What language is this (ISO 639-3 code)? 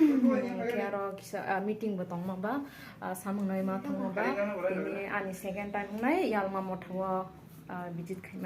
trp